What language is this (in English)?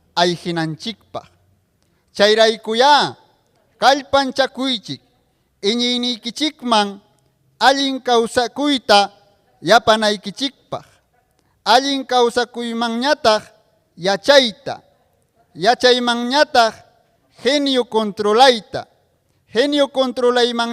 Ayacucho Quechua